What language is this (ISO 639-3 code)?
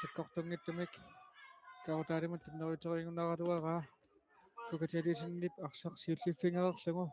kal